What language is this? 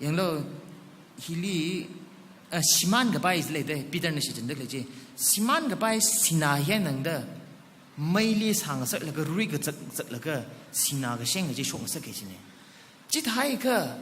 Tangkhul Naga (India)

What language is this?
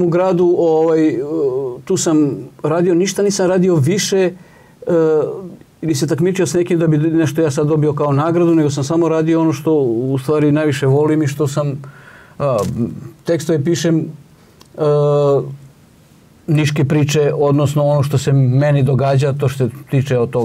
Serbian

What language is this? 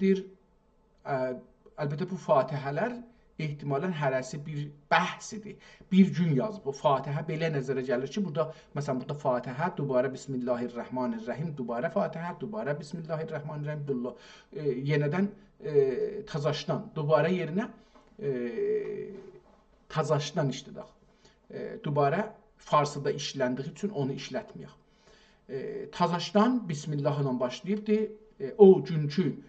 South Azerbaijani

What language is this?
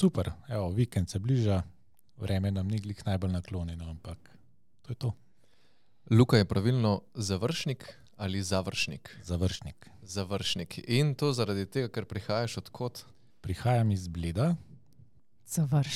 Slovenian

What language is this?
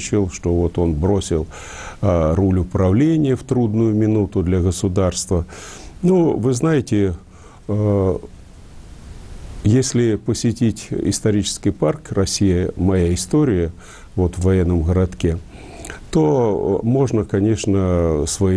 Russian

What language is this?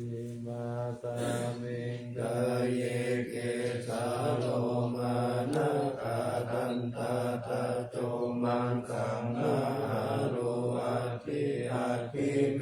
Pali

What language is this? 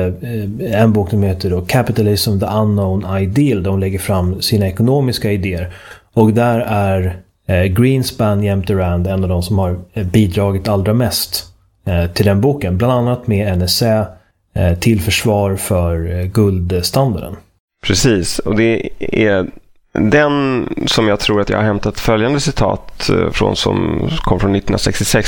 Swedish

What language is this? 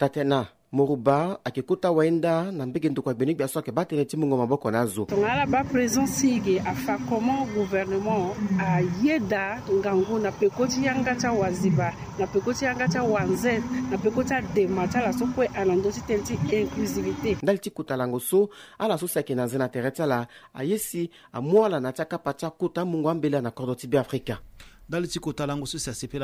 Sango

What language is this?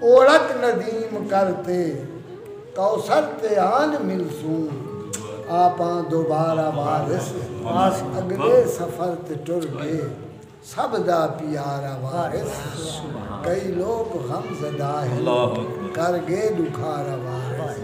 Saraiki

